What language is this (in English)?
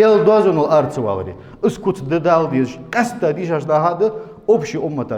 Ingush